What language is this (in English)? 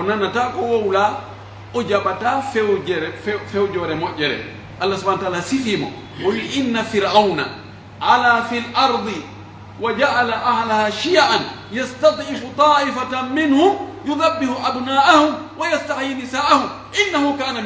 Pular